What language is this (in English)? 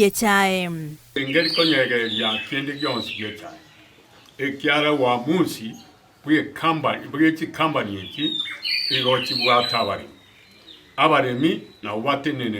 Gusii